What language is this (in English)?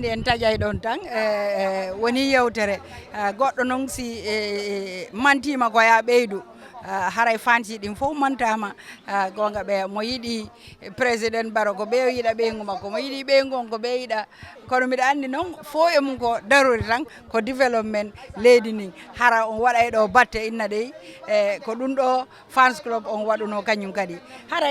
Fula